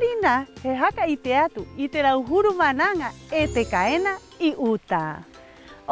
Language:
Rapanui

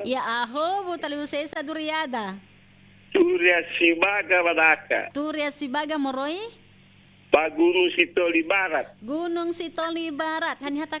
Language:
Nias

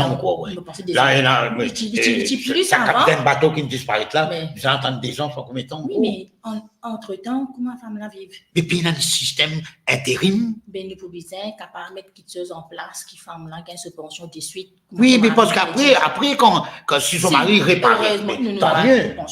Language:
Morisyen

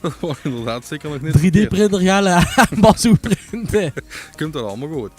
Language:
Limburgish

